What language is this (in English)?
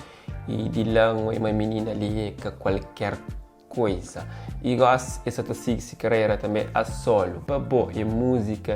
Kabuverdianu